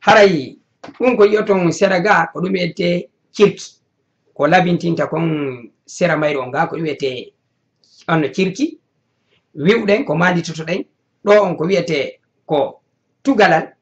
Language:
Fula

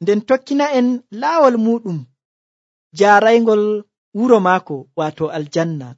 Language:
Nigerian Fulfulde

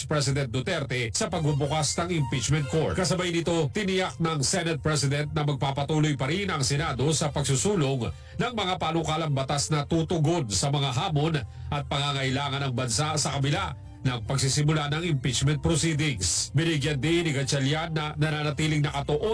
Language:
Filipino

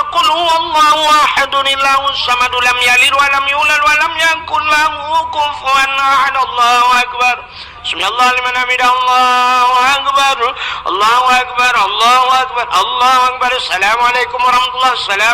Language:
Achinese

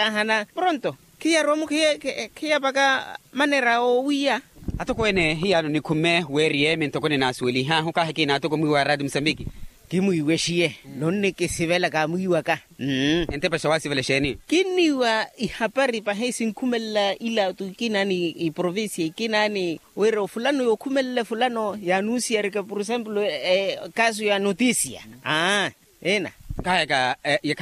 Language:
Makhuwa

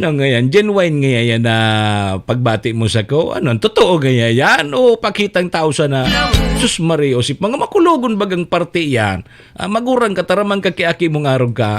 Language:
Bikol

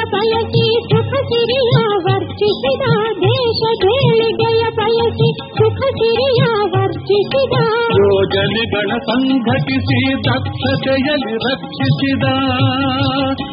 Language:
Kannada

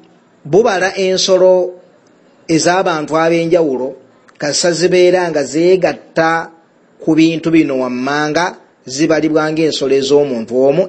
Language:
Ganda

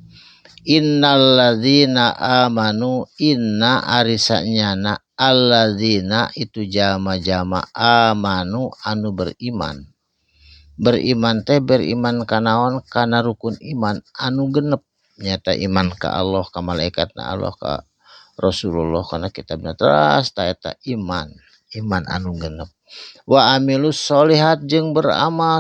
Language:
Sundanese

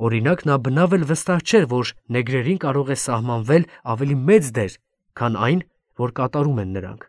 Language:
Armenian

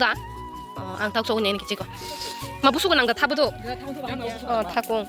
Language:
Kok Borok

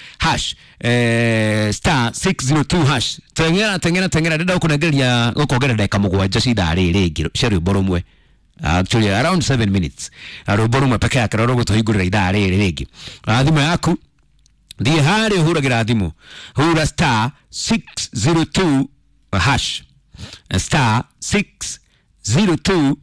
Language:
Kikuyu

